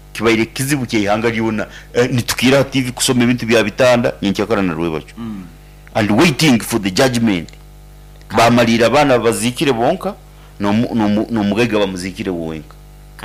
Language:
Nyoro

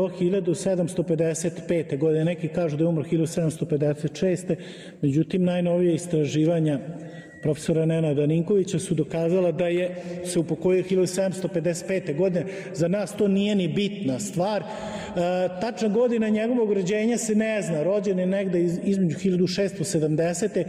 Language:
Serbian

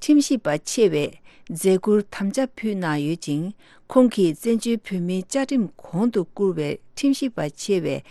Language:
Tibetan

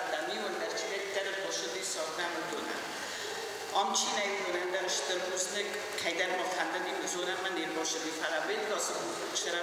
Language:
Ossetic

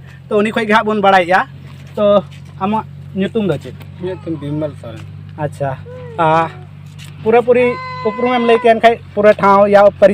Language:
Santali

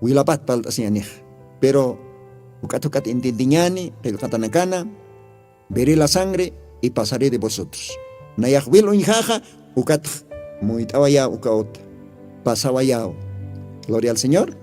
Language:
Aymara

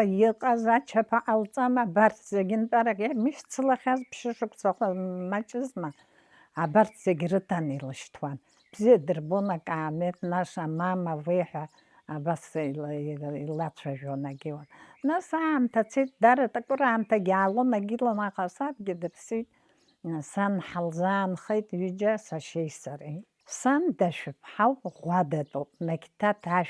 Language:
Abkhazian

